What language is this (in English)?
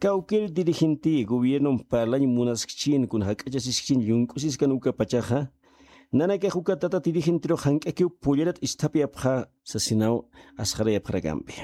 Aymara